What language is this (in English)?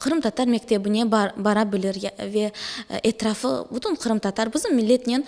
Crimean Tatar